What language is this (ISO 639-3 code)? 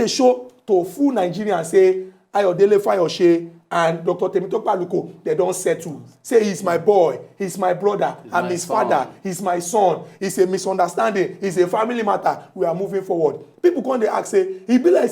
pcm